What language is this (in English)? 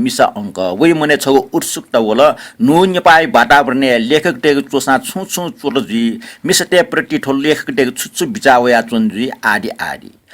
Newari